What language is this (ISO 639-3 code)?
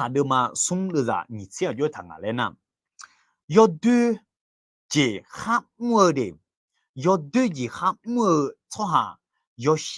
ahk